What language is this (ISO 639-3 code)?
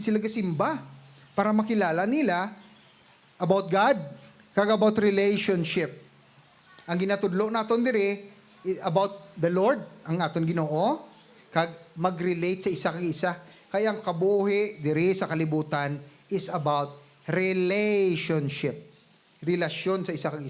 hil